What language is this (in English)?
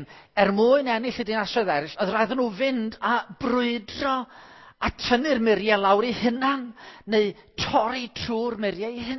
Welsh